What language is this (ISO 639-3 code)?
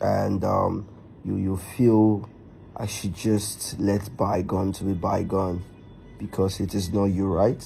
pcm